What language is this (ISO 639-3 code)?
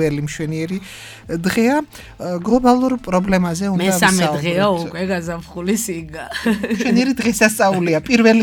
kat